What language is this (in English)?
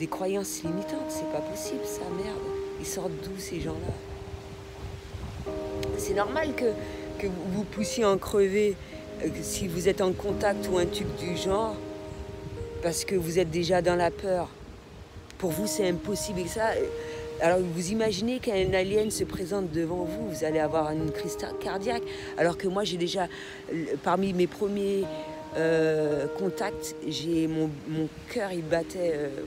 French